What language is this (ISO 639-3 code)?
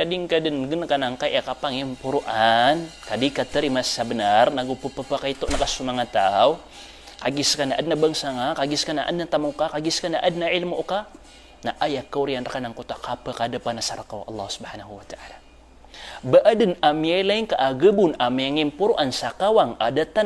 mrw